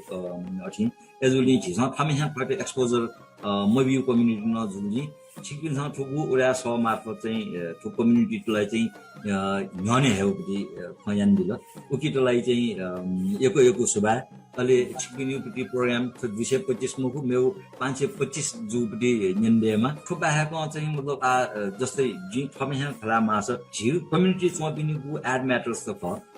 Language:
Newari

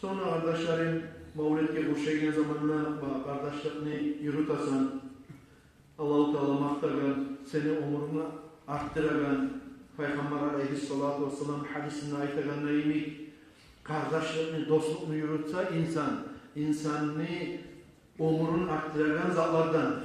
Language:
Kumyk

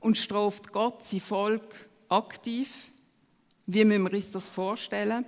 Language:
Swiss German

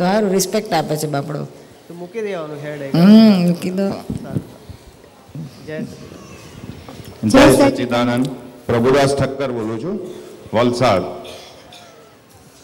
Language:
Gujarati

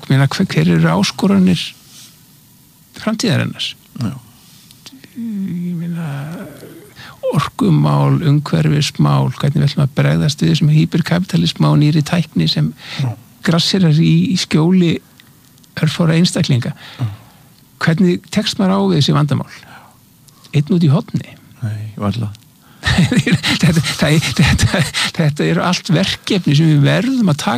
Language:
Icelandic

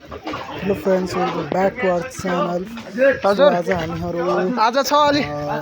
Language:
Nepali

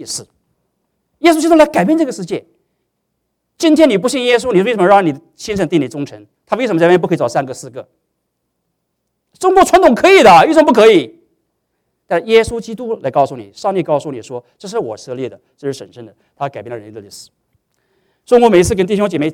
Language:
Chinese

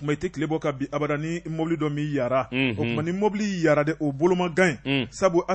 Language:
Bambara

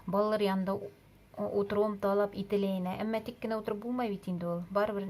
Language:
Bashkir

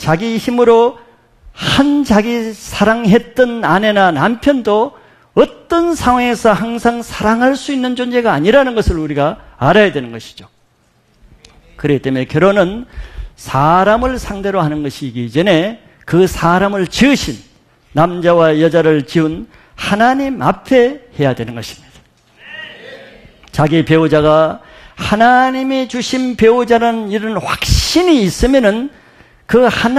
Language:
Korean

